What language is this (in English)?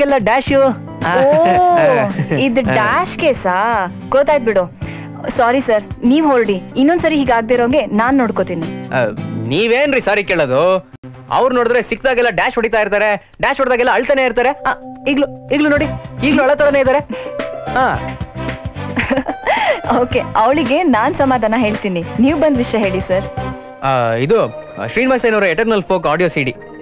Kannada